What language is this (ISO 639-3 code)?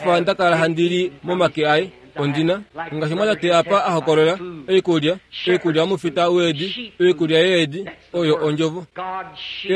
kua